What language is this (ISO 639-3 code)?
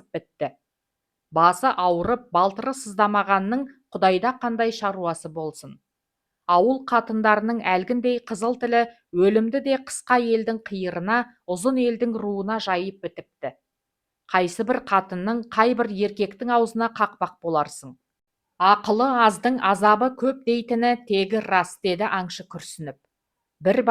kaz